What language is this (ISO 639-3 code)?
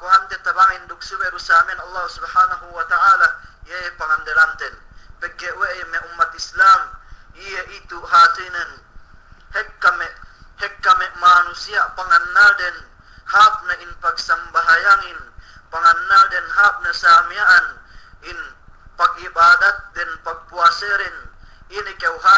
yka